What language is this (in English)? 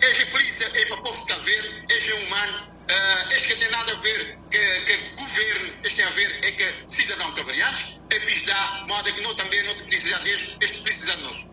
Kabuverdianu